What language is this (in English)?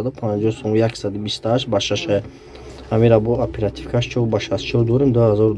Tajik